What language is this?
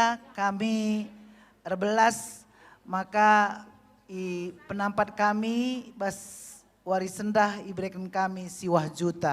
Batak Karo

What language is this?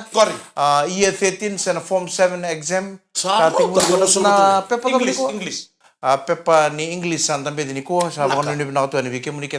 Fijian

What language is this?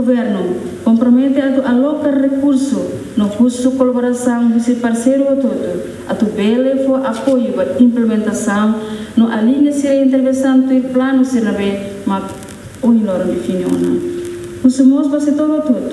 Tetum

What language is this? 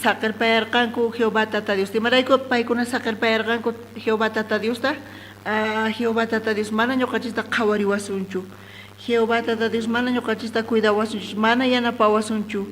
South Bolivian Quechua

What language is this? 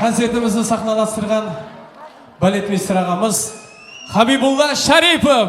Kara-Kalpak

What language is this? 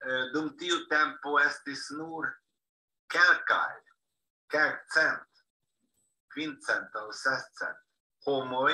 Esperanto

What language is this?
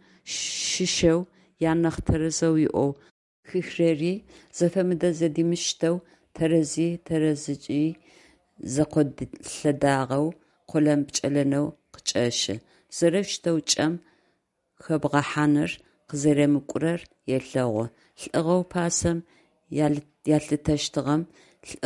Adyghe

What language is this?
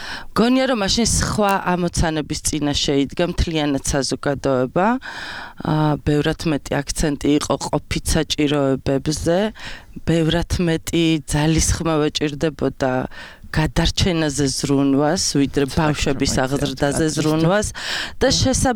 Georgian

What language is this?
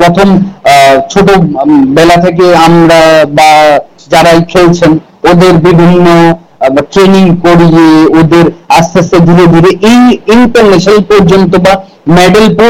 Bangla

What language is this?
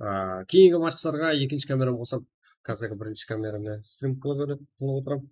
Kara-Kalpak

